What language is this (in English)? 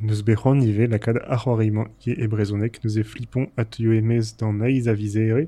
Breton